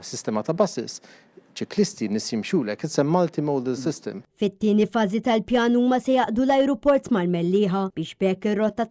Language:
Maltese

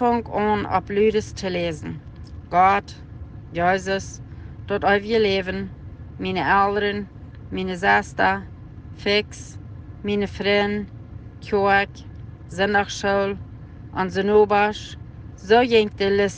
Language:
Plautdietsch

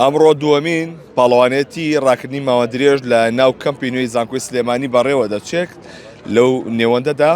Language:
Central Kurdish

